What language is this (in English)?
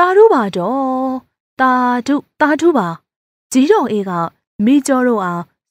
Burmese